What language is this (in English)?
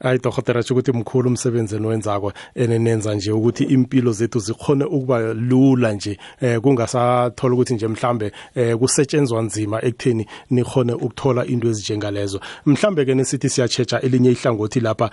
South Ndebele